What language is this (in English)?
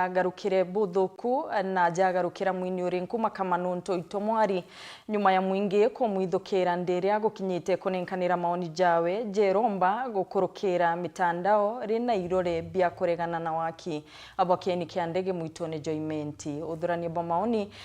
Meru